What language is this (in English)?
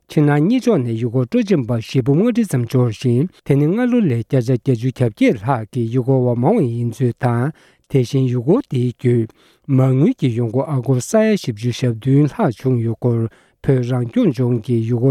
Tibetan